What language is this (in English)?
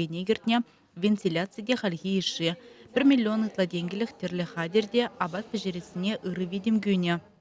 Chuvash